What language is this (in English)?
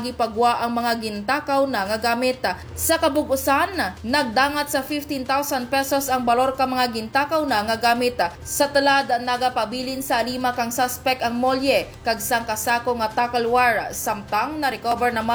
Hiligaynon